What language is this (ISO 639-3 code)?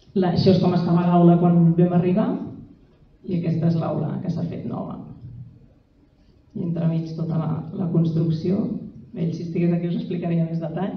cat